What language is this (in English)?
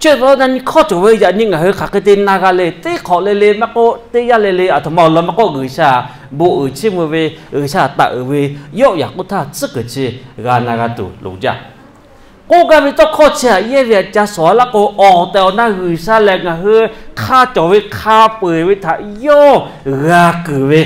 Lahu